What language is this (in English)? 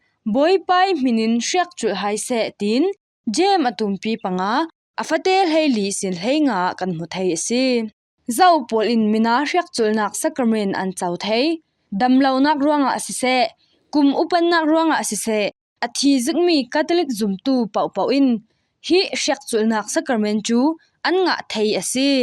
Falam Chin